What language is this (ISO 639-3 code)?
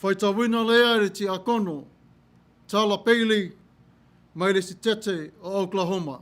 smo